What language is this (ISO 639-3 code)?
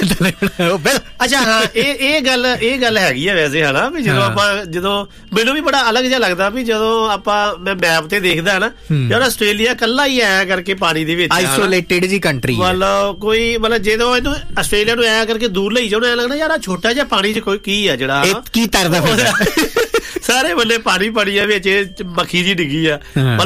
pan